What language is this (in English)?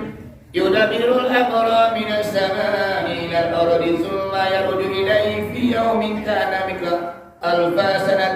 Minangkabau